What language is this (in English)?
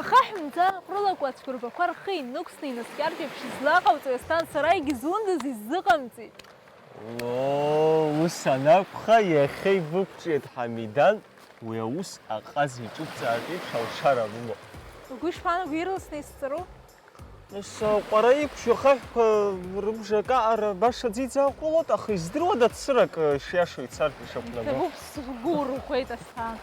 Abkhazian